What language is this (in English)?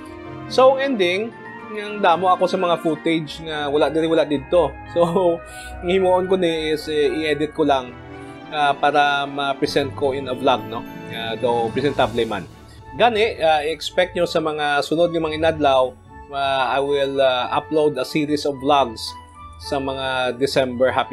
Hiligaynon